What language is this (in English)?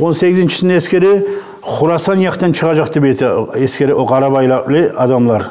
Kumyk